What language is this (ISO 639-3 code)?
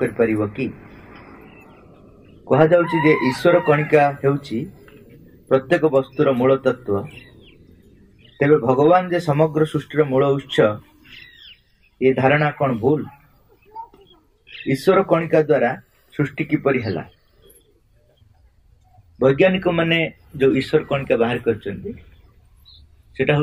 ori